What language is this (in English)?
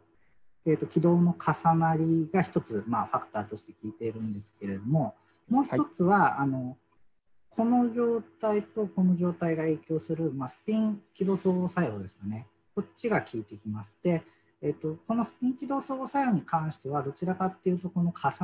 Japanese